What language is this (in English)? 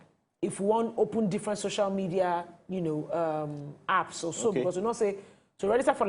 Nigerian Pidgin